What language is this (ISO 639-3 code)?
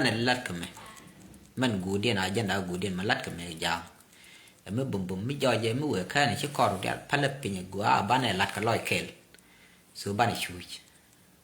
nus